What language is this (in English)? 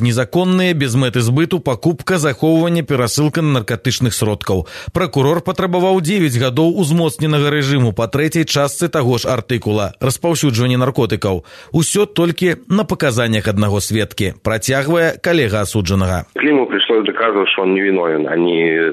Belarusian